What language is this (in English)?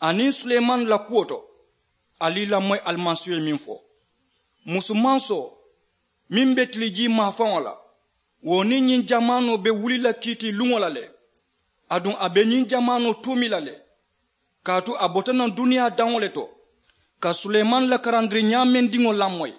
Mandingo